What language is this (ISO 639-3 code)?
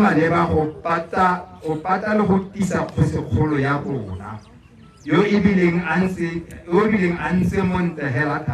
tsn